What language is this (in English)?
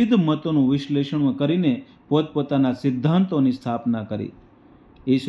Gujarati